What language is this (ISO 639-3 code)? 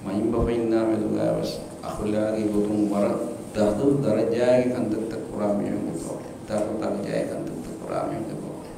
div